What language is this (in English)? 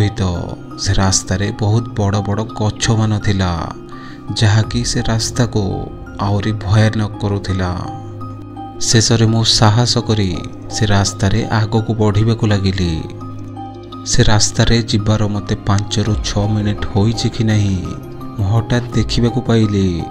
Odia